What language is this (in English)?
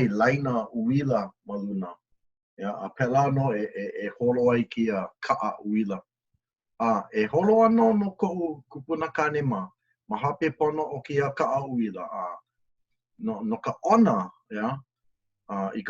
Hawaiian